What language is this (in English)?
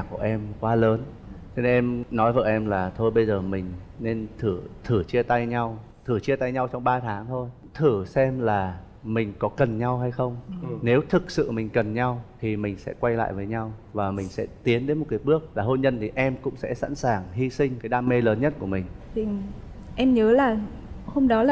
Vietnamese